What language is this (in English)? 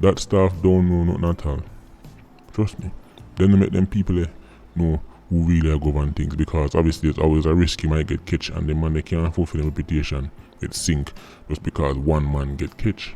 Jamaican Creole English